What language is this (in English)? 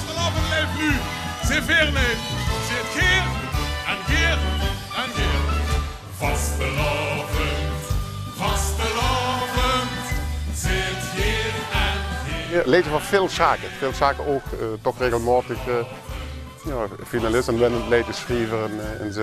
Limburgish